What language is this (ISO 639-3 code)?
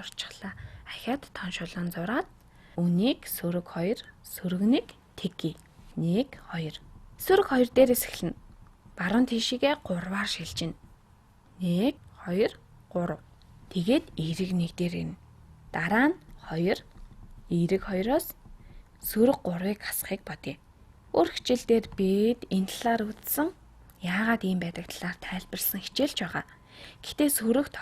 mon